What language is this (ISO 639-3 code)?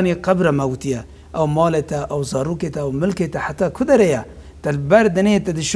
kur